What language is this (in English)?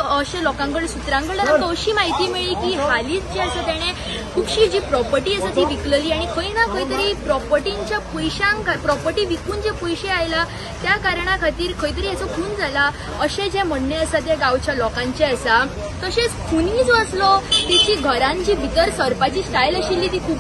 Konkani